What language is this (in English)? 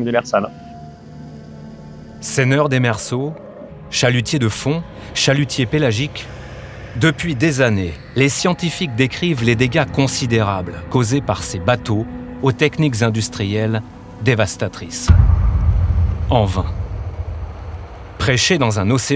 French